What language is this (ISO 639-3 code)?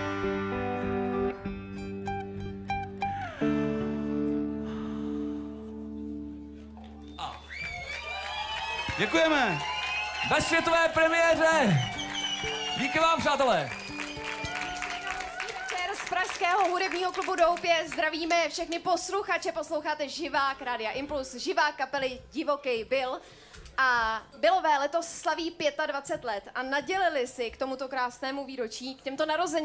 ces